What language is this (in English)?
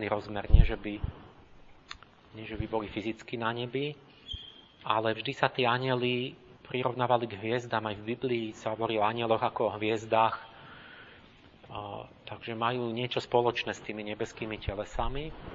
Slovak